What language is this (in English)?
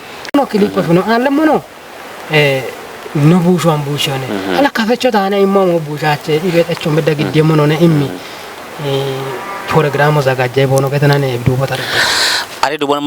Kafa